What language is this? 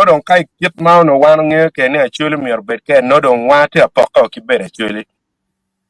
Acoli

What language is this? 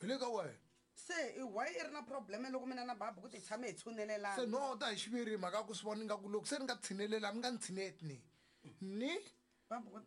Tsonga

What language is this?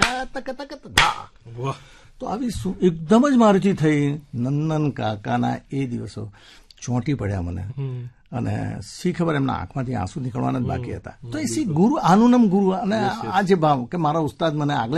Gujarati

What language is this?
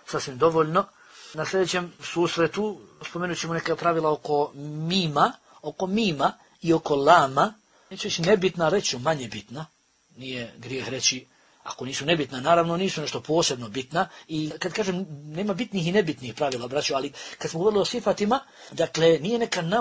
Bosnian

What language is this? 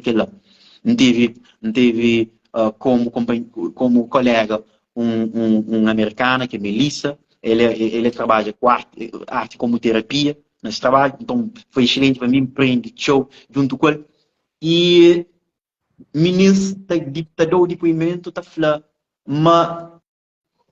Kabuverdianu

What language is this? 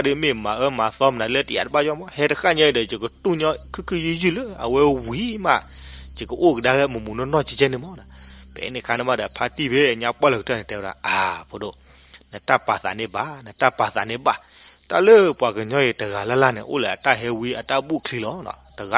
S'gaw Karen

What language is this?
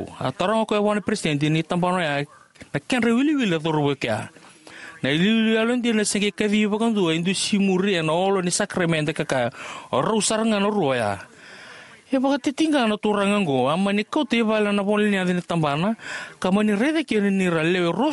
Fijian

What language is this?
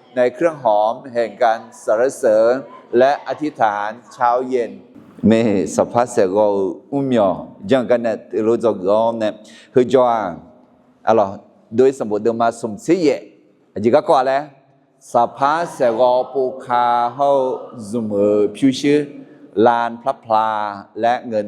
Akha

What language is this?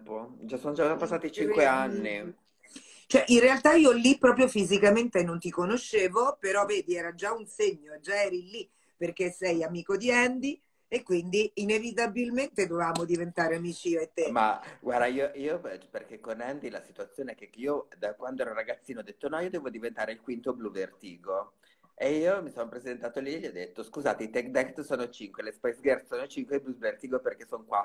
Italian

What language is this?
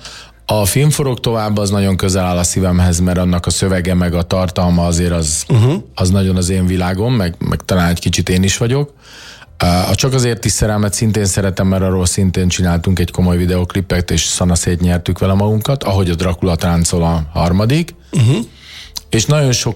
Hungarian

